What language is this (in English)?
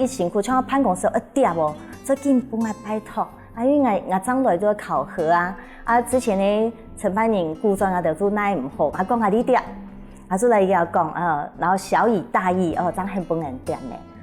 Hakka Chinese